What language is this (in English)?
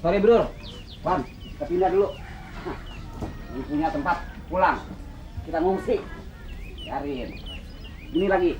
Betawi